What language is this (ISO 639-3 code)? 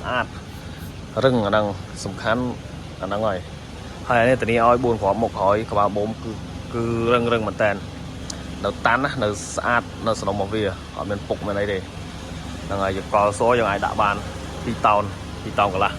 khm